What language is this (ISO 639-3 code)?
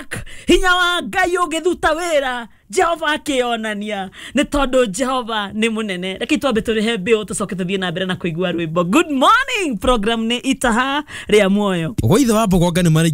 kik